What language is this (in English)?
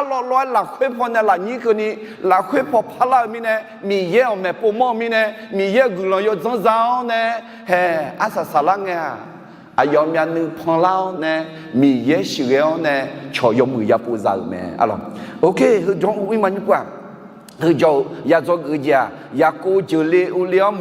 Akha